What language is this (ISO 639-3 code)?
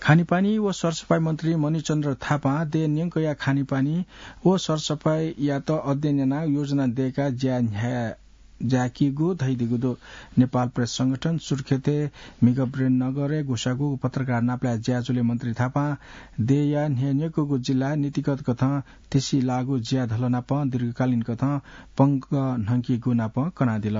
new